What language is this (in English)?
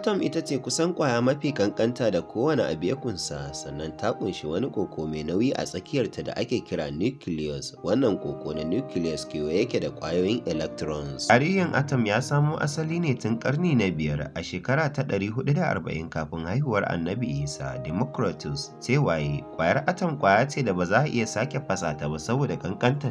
Hausa